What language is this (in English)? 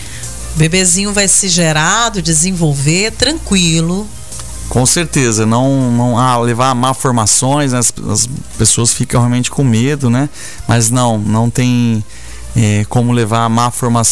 Portuguese